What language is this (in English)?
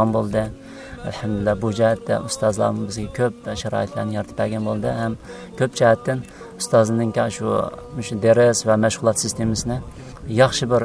Uyghur